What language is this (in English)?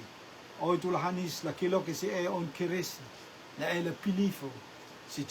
Rotuman